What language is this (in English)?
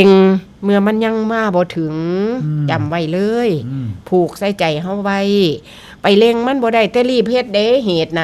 Northeastern Thai